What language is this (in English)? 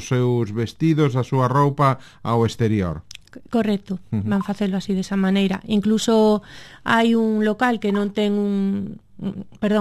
Galician